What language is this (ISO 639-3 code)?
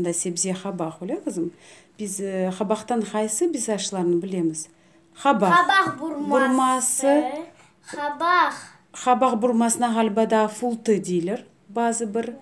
crh